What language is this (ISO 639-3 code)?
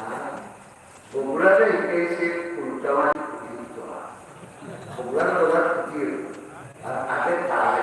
syl